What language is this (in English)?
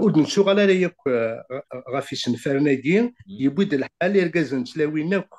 Kabyle